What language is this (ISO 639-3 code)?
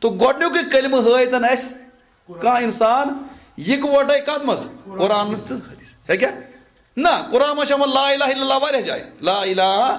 kas